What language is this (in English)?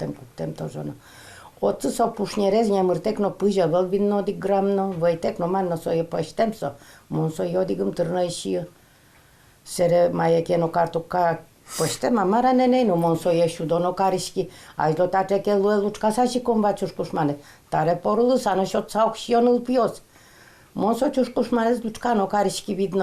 Udmurt